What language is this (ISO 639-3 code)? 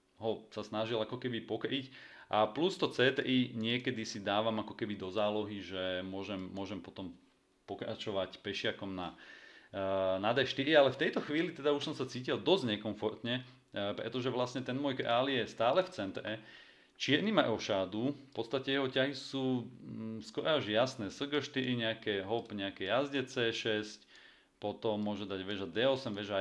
slk